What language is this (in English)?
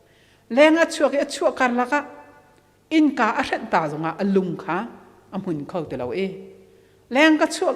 Hakha Chin